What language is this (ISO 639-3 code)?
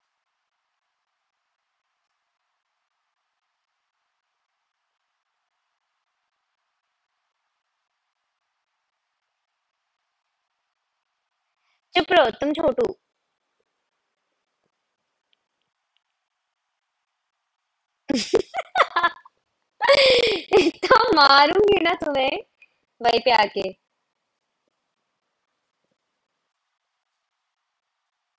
hin